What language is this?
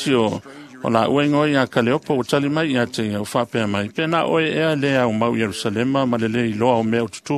Samoan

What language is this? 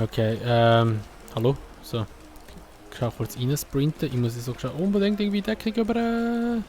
Swiss German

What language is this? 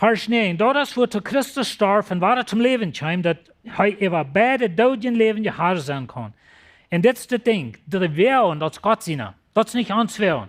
Plautdietsch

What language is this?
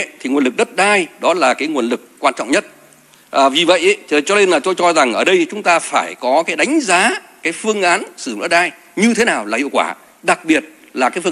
Vietnamese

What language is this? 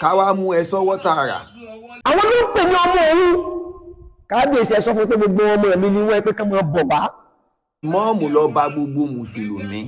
Yoruba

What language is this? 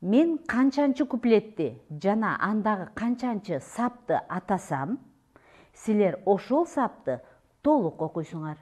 Kyrgyz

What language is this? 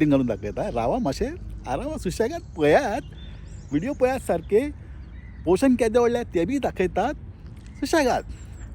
Konkani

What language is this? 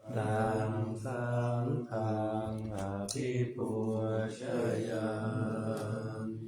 Pali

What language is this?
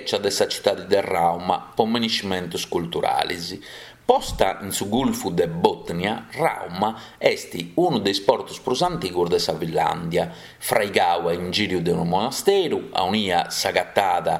Sardinian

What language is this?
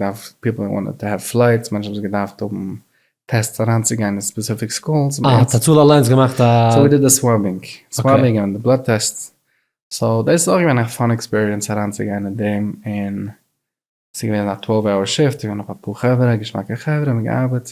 Yiddish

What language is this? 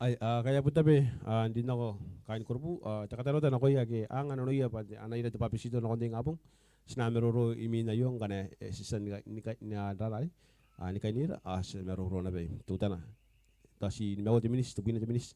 Gilbertese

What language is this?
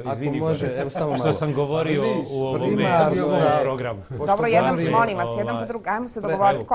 Bosnian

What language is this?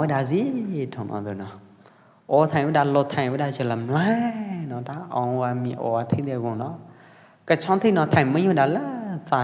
Pwo Eastern Karen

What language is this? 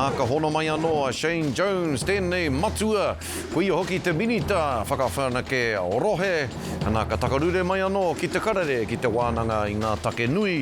Māori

